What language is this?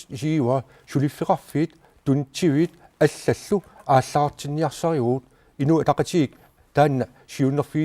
Kalaallisut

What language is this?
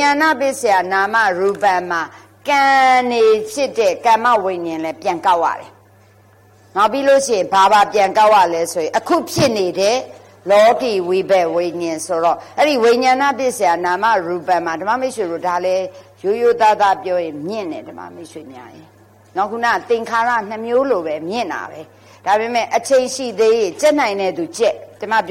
Burmese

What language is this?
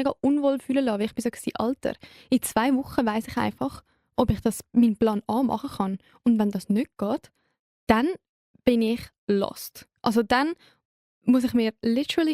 Swiss German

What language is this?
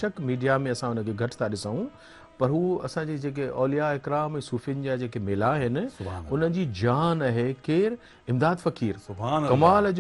Sindhi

